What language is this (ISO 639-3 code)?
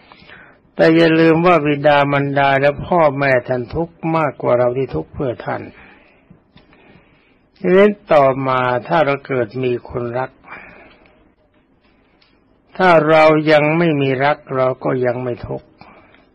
tha